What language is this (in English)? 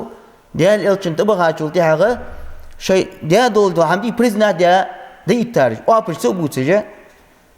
Ingush